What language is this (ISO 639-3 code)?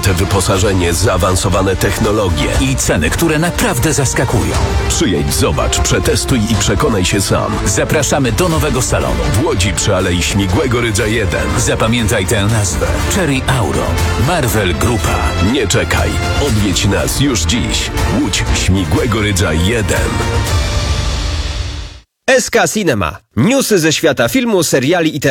pol